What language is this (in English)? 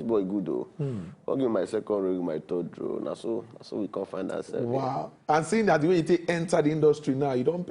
Nigerian Pidgin